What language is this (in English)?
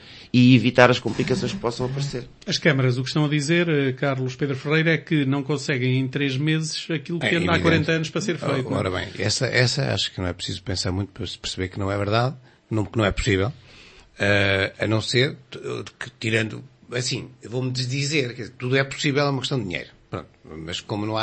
Portuguese